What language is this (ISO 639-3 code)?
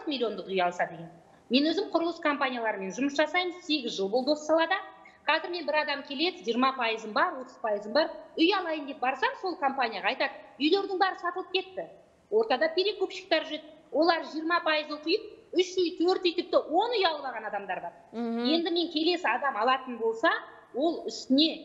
kaz